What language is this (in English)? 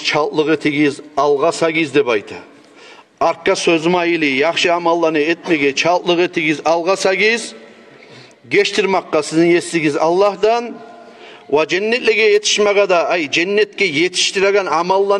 Kumyk